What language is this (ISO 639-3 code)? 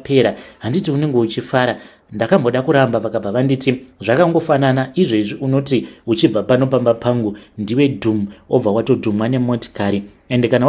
sna